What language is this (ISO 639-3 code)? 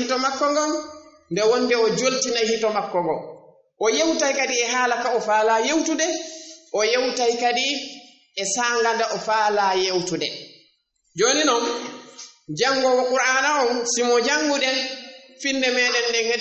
ful